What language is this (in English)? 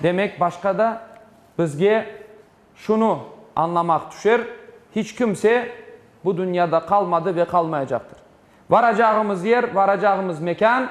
Crimean Tatar